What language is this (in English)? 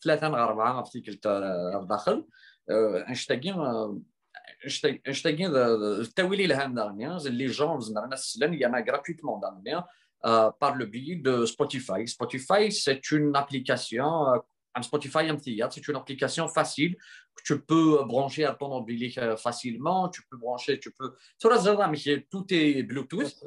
Kabyle